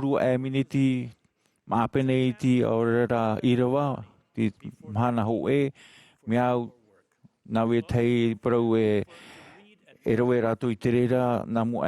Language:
Tahitian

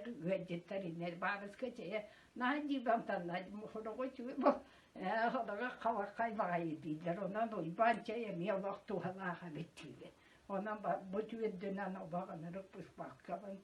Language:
Yakut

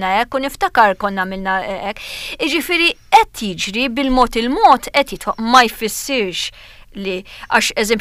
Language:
Maltese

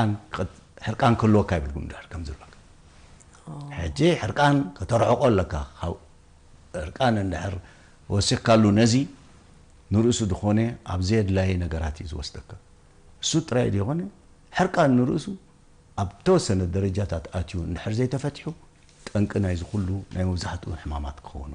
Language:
Tigrinya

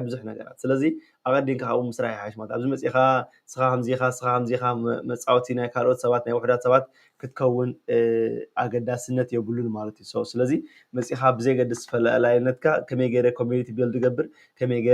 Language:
Tigrinya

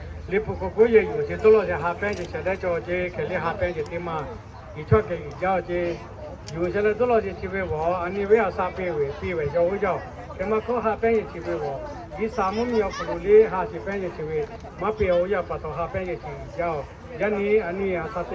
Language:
Lahu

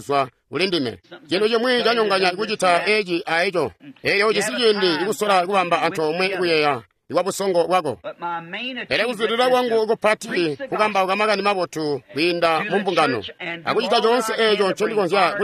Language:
Tonga (Zambia)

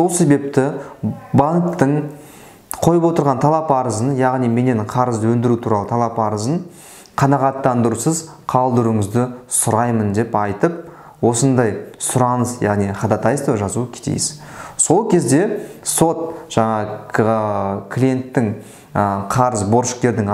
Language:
Kazakh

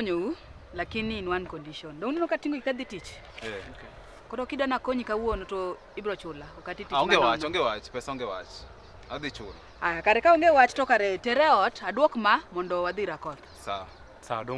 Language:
Luo (Kenya and Tanzania)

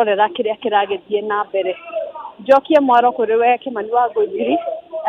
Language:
Kikuyu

